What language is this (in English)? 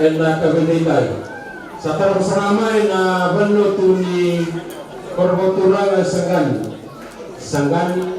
Fijian